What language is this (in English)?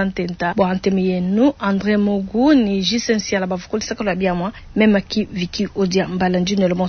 Luba-Lulua